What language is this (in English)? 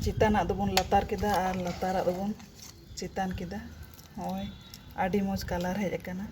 Santali